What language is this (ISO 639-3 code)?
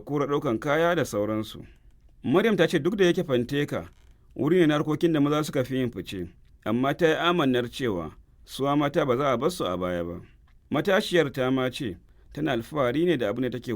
hau